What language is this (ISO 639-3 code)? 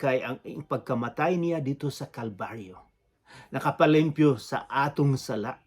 ceb